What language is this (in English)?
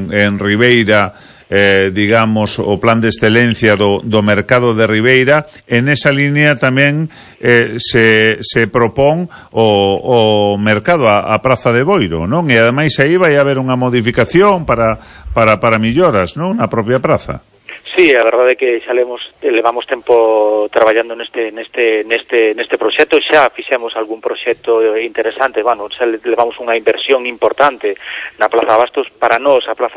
Galician